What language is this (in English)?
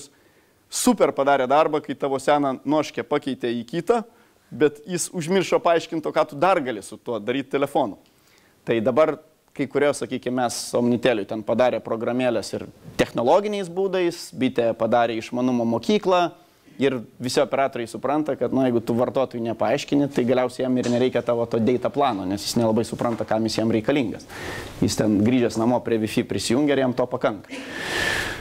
Lithuanian